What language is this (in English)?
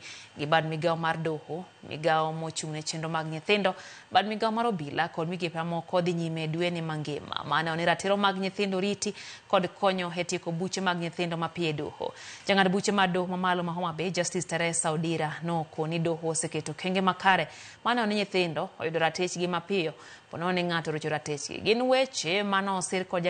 Luo (Kenya and Tanzania)